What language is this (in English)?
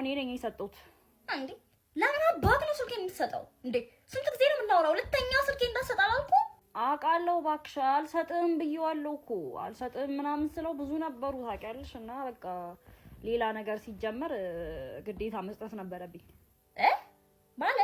Amharic